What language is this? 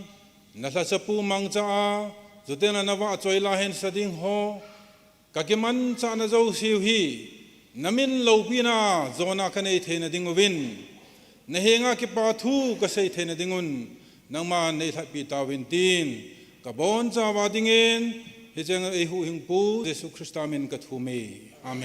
Thado Chin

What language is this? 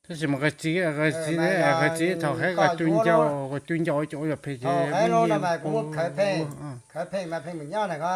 Hmong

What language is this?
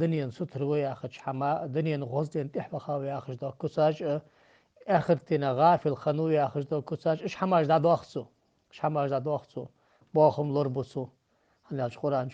Ingush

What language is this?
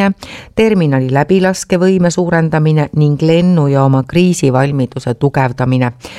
Estonian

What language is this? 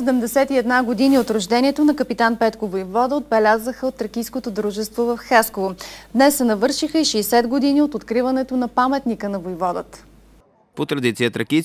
Bulgarian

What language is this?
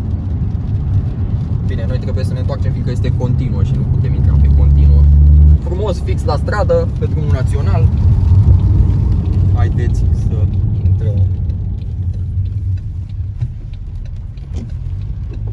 Romanian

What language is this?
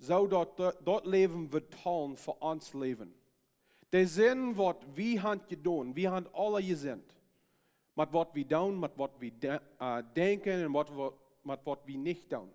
Plautdietsch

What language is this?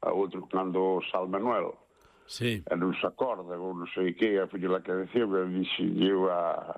Galician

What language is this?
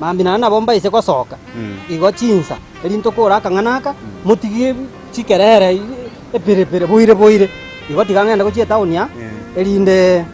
Gusii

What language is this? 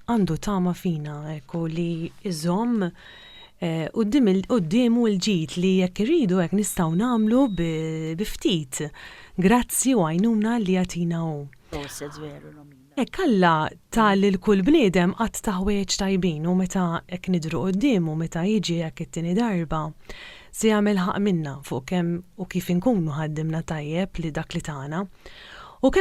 Maltese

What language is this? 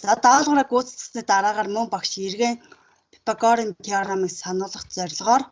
Mongolian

